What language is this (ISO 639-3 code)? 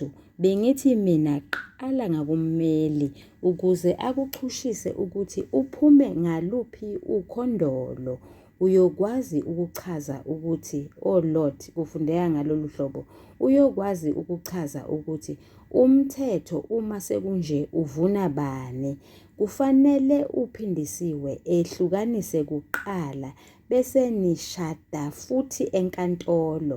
zul